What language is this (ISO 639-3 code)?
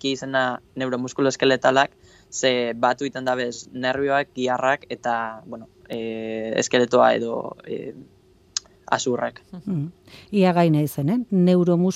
eus